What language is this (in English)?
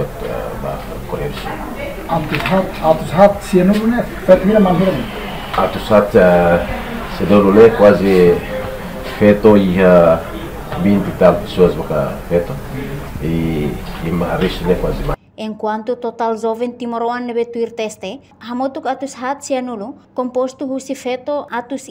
Tetum